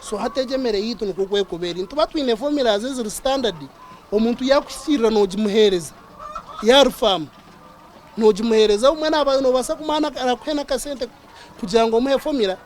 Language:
Nyankole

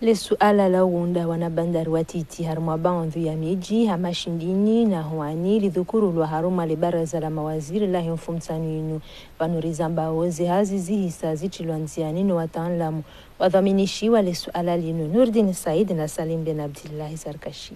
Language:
Ngazidja Comorian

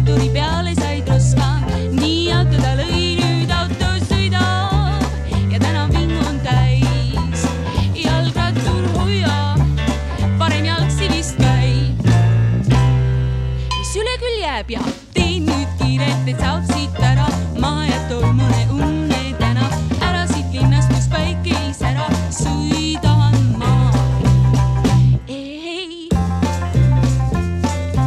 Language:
Estonian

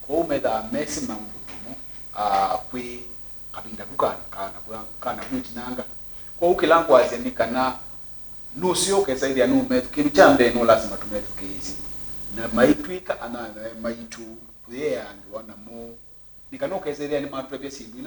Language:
Kamba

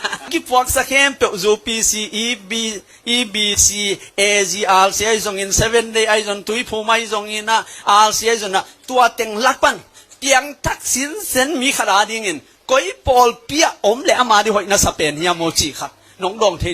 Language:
Tedim Chin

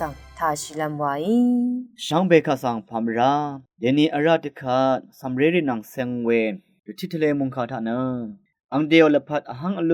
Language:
Rawang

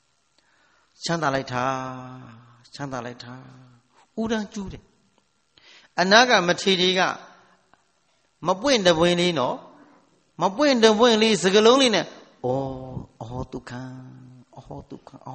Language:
Burmese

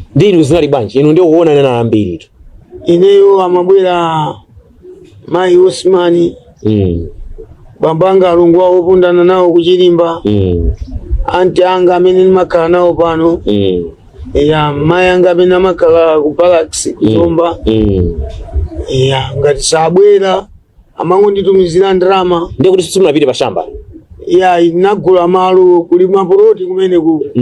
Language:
Nyanja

